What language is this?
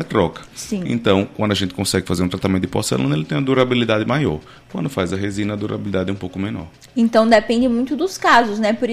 Portuguese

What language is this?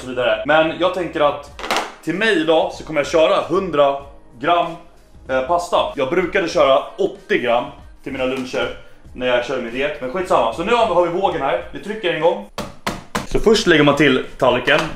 Swedish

